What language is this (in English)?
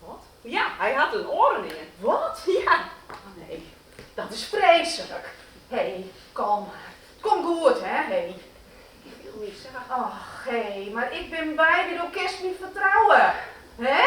Western Frisian